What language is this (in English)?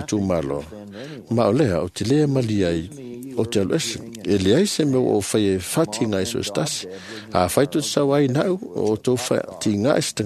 Samoan